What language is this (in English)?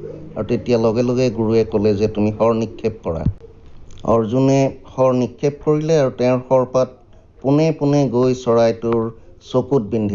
Assamese